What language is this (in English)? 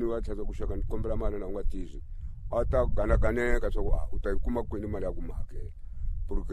Tsonga